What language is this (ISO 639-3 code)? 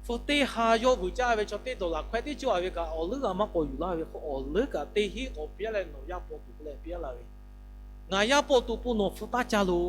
lhu